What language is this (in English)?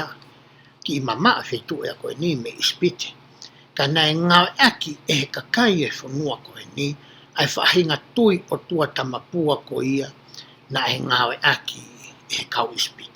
Tongan